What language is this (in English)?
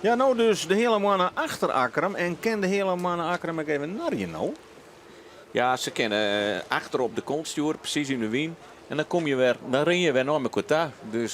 Western Frisian